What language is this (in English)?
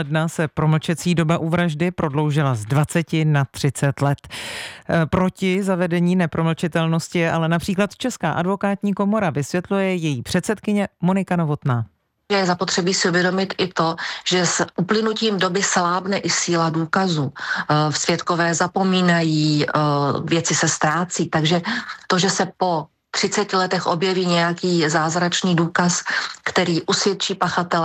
Czech